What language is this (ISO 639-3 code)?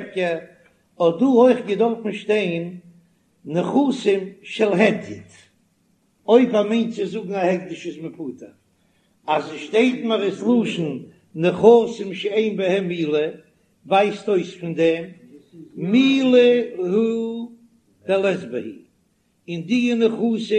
yid